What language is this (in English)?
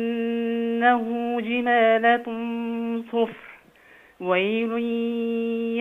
Egyptian Arabic